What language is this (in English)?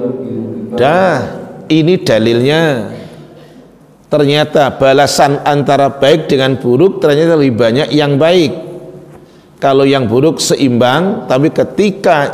Indonesian